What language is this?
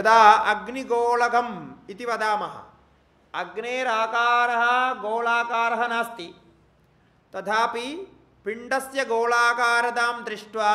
Sanskrit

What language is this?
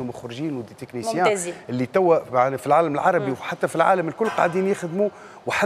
Tunisian Arabic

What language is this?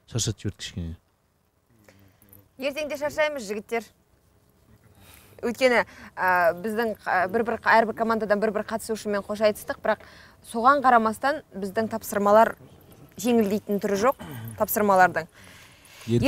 Kazakh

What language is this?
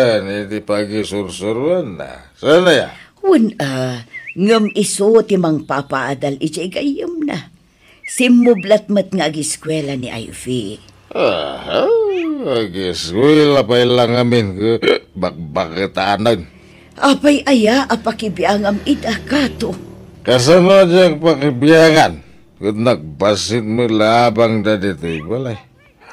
Iloko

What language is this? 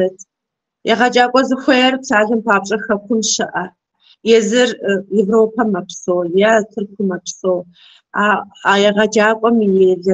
Kabardian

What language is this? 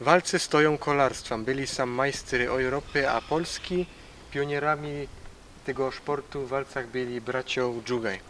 Silesian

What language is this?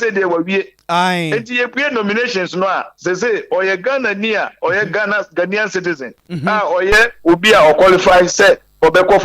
Akan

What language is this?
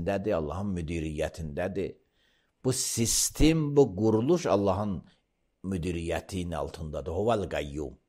Azerbaijani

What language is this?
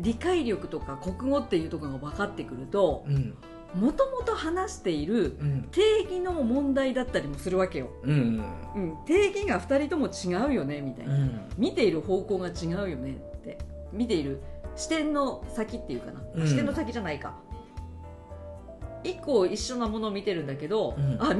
Japanese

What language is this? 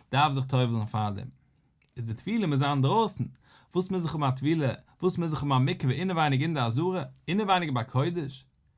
Yiddish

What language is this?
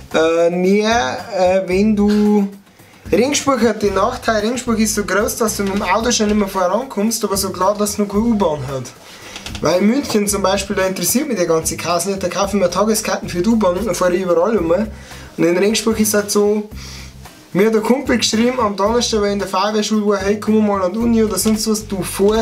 Bavarian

